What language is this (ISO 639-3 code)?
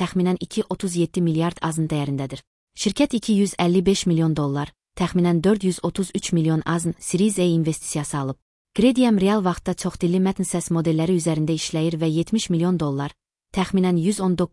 aze